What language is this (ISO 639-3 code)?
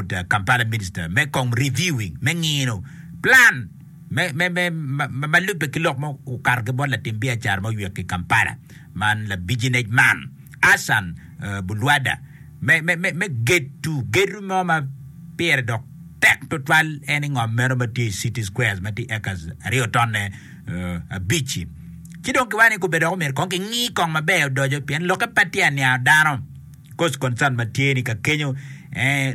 ach